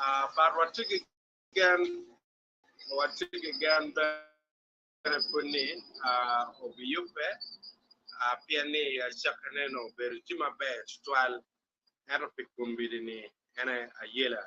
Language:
Acoli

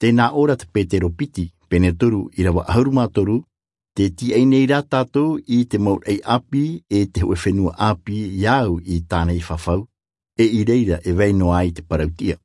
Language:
Tahitian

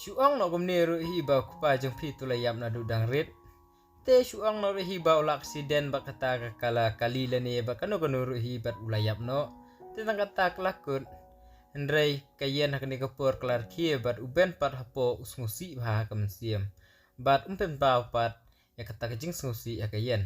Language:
Khasi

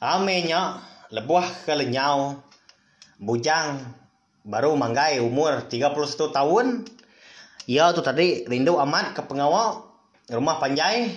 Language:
Iban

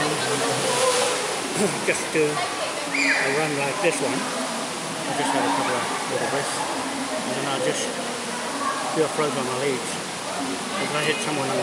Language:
English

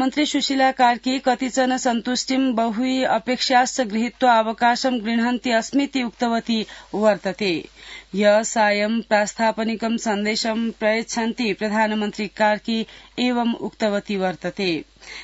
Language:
Sanskrit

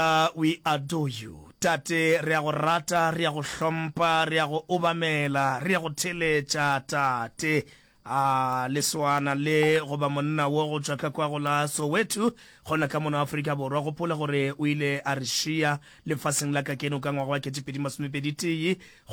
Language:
Northern Sotho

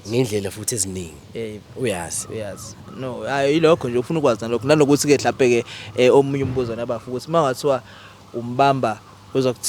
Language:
Zulu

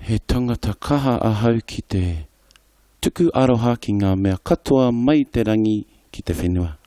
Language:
Māori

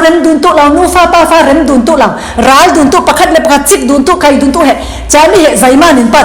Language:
Falam Chin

